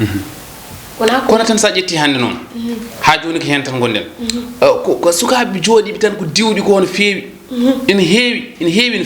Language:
Fula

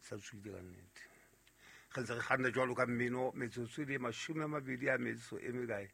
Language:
Southern Sotho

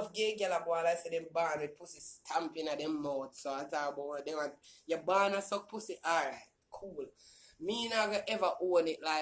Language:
Jamaican Creole English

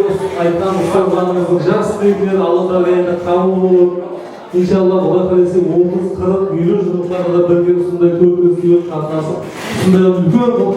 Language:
Kara-Kalpak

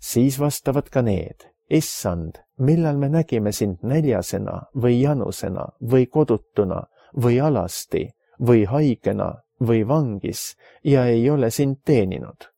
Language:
Estonian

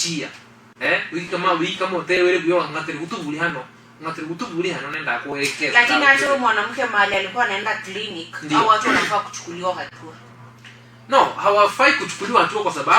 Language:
Gusii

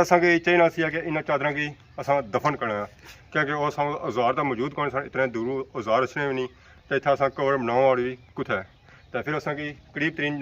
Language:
Pahari-Potwari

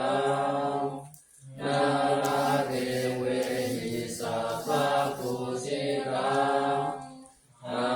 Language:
Pali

